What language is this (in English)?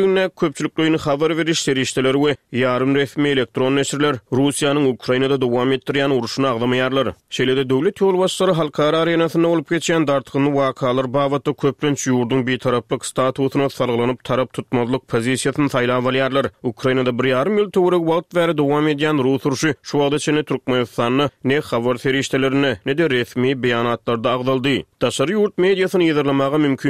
Turkmen